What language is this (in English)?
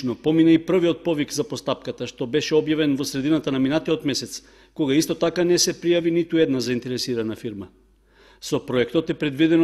Macedonian